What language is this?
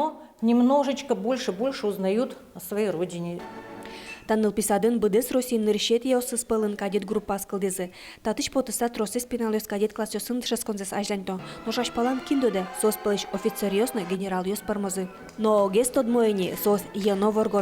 Udmurt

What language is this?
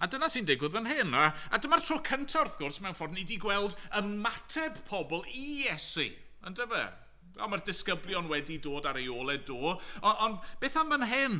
Welsh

